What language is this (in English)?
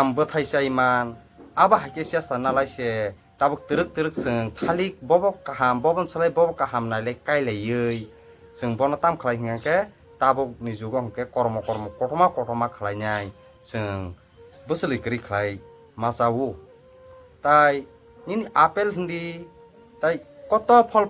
Kok Borok